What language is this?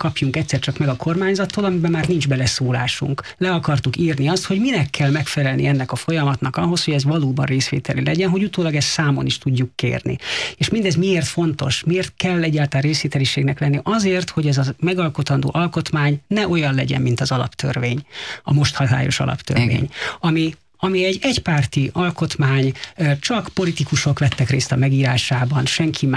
Hungarian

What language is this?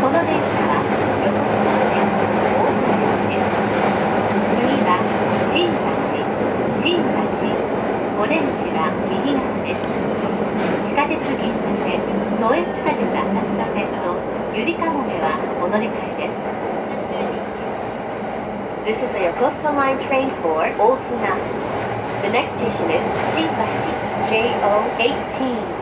Japanese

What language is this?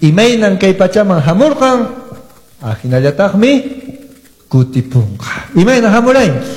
Quechua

